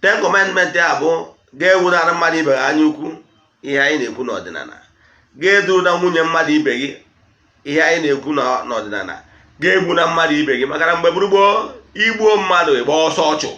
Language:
Igbo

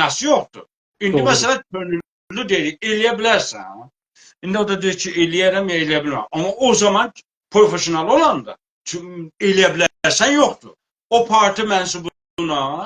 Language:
South Azerbaijani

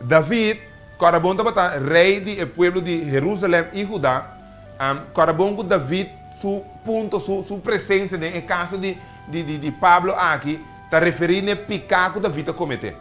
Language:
Papiamento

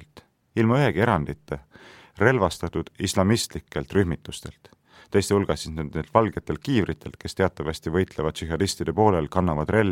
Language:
Estonian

